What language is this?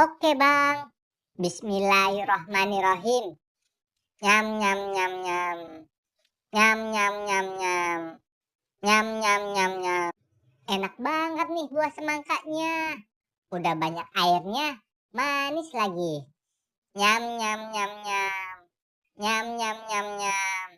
Betawi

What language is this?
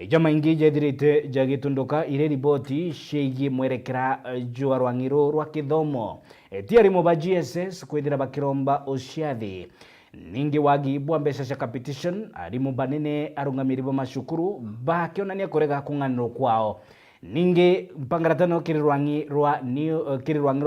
Meru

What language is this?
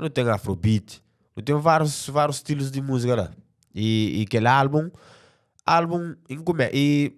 Kabuverdianu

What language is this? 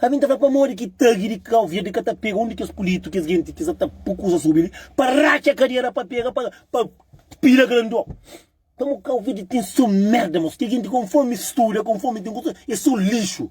Kabuverdianu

